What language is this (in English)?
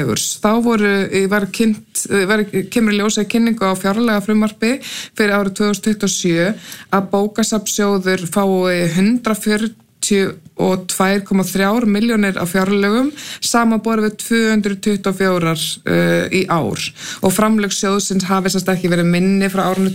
Icelandic